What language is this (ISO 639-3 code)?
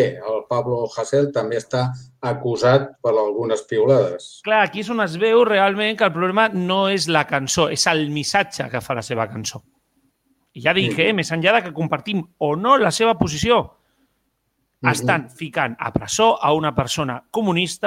cat